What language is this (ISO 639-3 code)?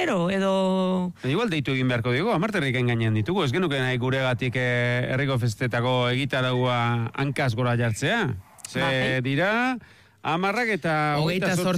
eus